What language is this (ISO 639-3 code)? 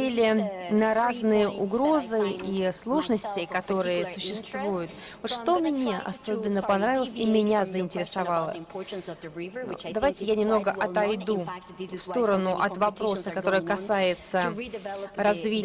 rus